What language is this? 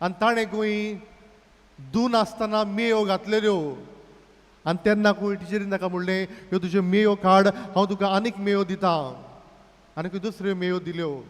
Konkani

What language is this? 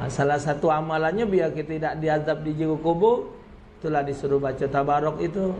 Musi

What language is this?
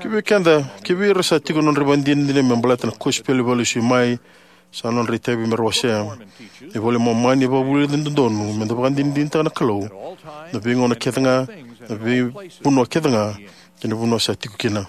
Fijian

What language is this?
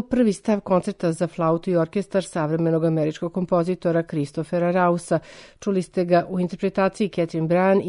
Serbian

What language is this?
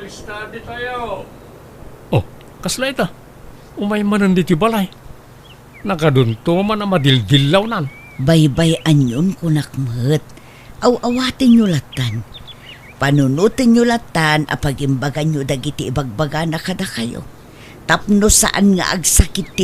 Iloko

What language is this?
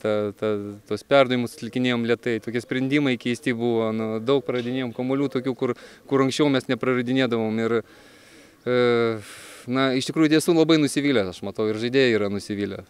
Lithuanian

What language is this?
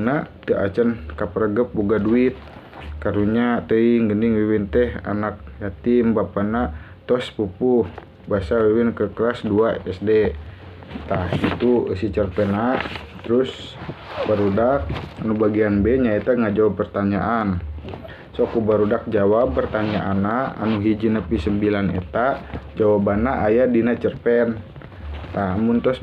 Sundanese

